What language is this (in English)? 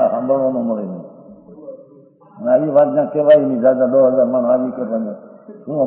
Gujarati